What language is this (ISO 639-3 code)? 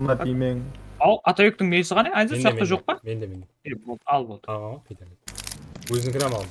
kaa